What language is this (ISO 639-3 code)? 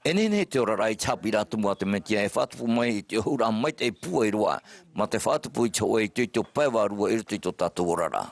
tah